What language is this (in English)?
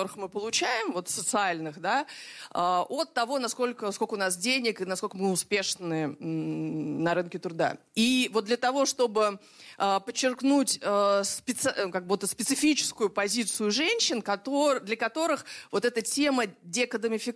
Russian